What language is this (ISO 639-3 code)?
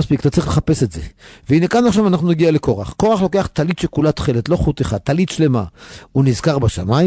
heb